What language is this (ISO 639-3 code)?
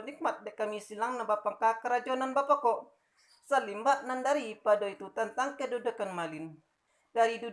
min